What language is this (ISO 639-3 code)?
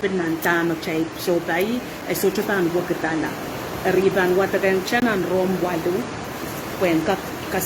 pon